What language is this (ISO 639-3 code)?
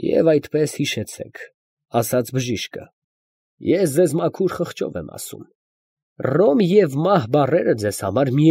hye